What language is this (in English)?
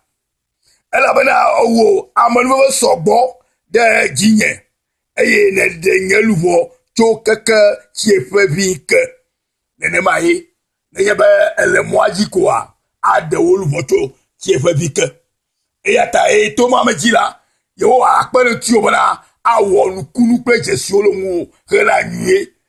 Ewe